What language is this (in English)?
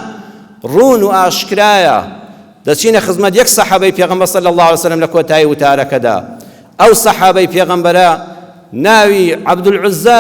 Central Kurdish